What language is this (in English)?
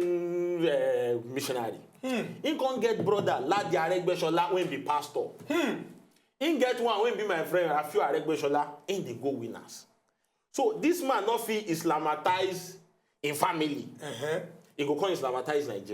Nigerian Pidgin